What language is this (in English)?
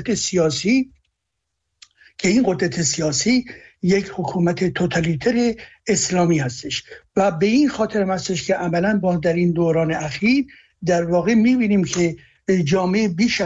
Persian